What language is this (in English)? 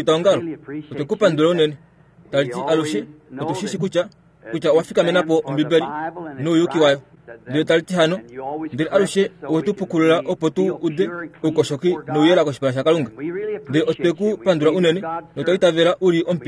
Kuanyama